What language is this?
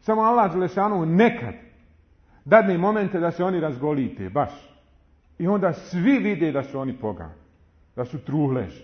Bosnian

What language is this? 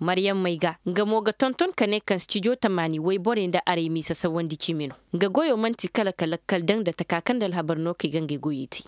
Zarma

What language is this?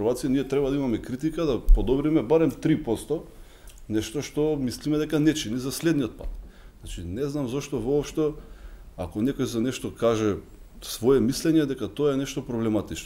Macedonian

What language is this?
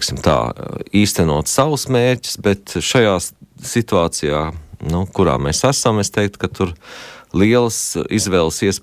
Latvian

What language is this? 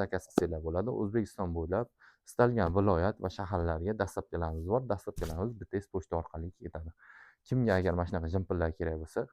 Uzbek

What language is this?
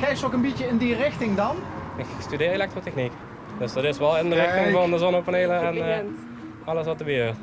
Limburgish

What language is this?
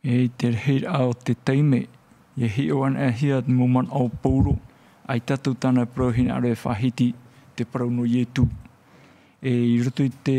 Tahitian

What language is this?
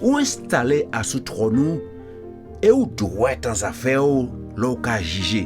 Guadeloupean Creole French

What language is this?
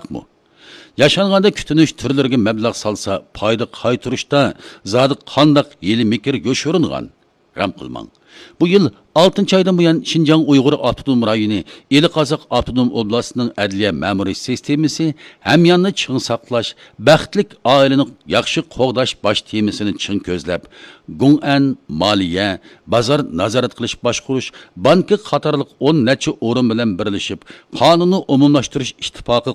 Uyghur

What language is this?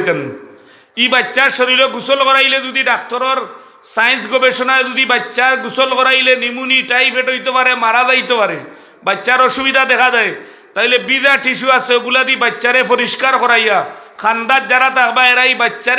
Sylheti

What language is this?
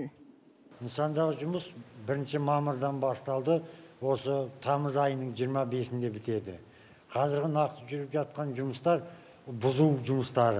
Kazakh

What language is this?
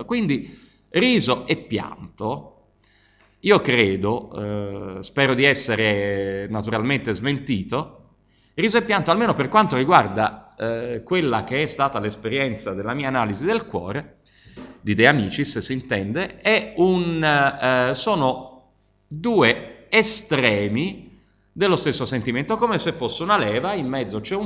Italian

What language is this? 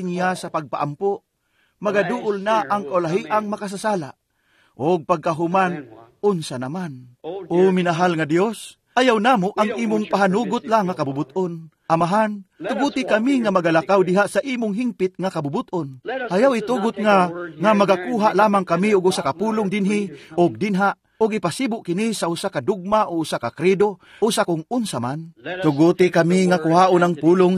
Cebuano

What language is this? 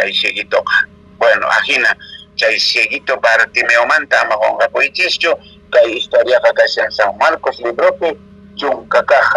Quechua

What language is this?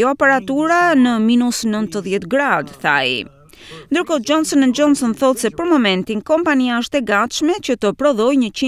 Albanian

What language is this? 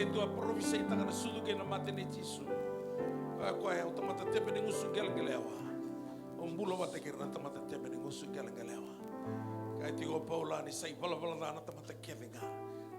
Fijian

